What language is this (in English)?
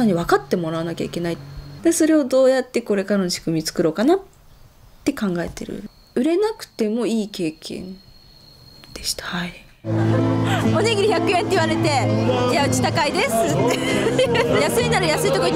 Japanese